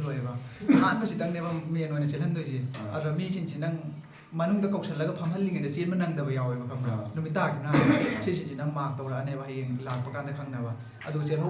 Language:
Manipuri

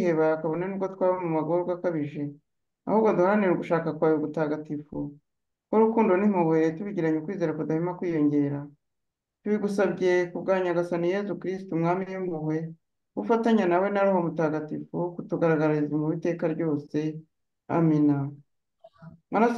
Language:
Kinyarwanda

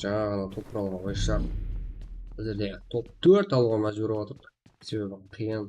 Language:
Kara-Kalpak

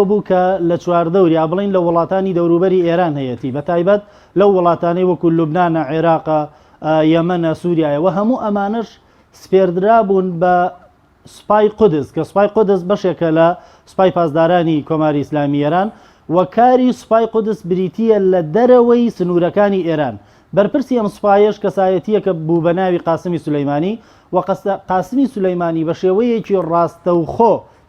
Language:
Central Kurdish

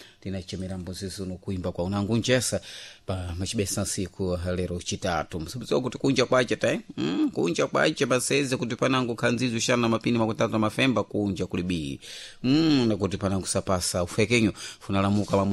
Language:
Sena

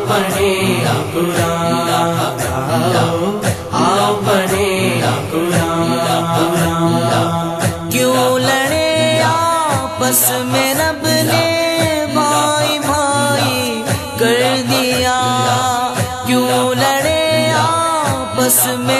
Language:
Urdu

